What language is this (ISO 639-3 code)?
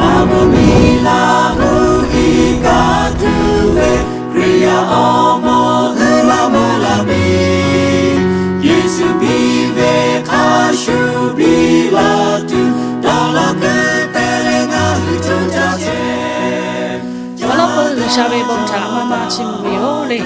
lhu